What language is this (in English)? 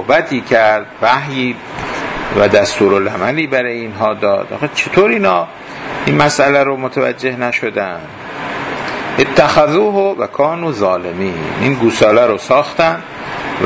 Persian